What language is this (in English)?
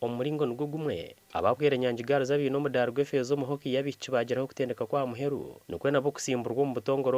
Nyankole